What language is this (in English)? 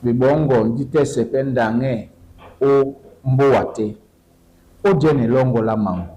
Duala